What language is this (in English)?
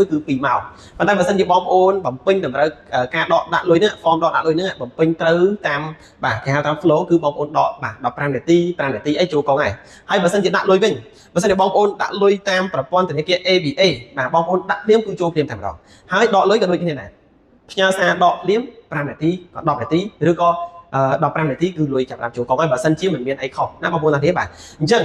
Khmer